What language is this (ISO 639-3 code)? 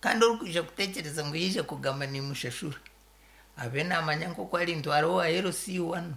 nyn